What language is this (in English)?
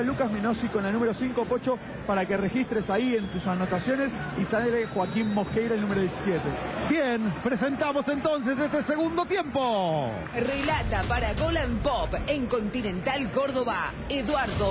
Spanish